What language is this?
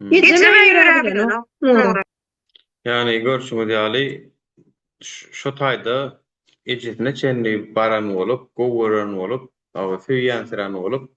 Turkmen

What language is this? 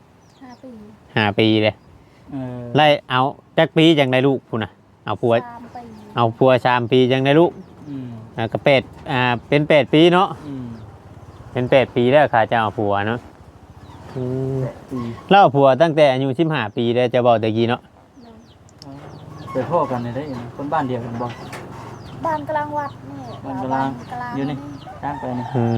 Northeastern Thai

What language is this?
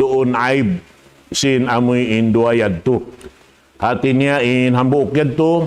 Tausug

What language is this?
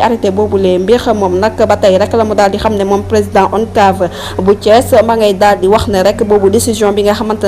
Wolof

